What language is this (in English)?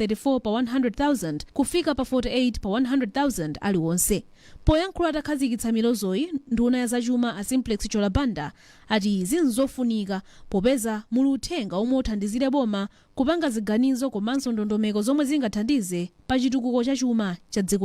Nyanja